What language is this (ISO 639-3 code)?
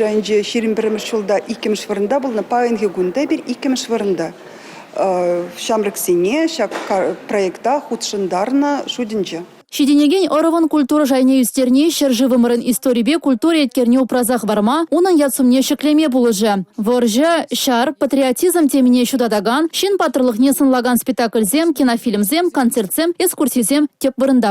chv